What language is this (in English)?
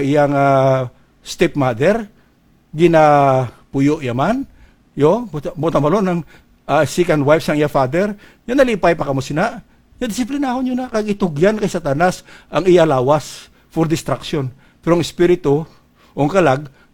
Hiligaynon